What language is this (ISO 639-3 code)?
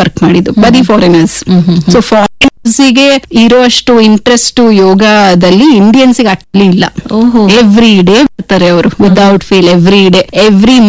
kan